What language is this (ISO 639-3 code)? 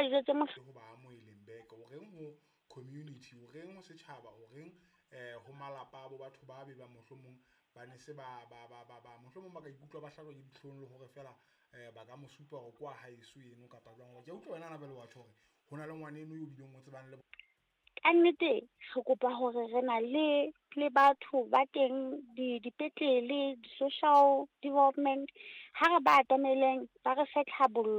sot